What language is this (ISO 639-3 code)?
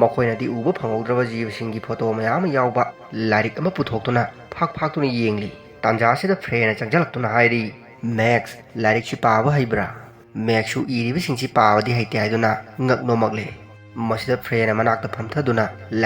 mni